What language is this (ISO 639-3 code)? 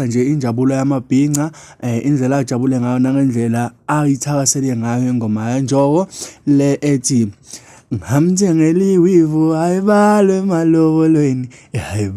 zul